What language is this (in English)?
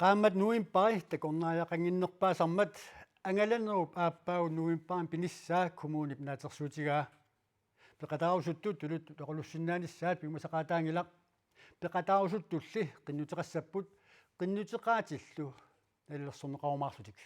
Kalaallisut